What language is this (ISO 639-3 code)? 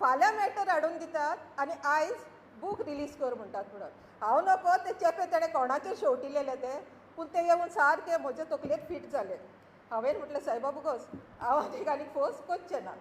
kok